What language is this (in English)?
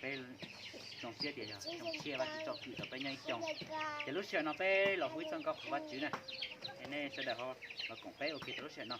Hmong